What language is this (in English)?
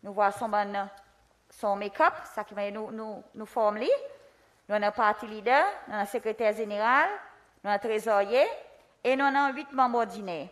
Seselwa Creole French